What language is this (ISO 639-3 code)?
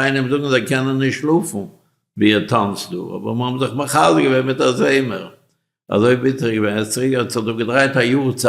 yid